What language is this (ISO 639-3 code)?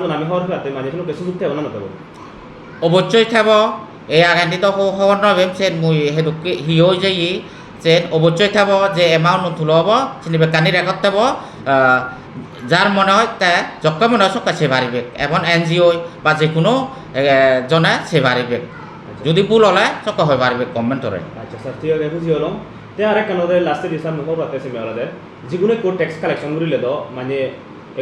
ccp